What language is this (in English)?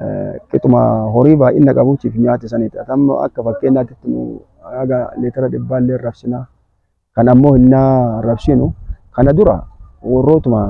Oromo